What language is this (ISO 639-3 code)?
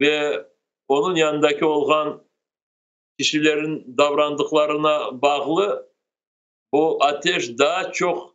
crh